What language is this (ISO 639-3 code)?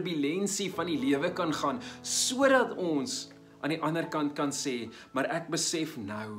afr